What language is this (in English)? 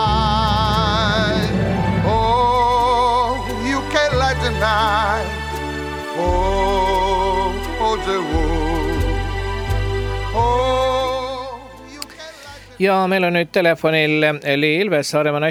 Estonian